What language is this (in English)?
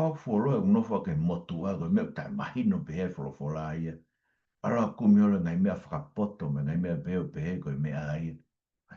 Tongan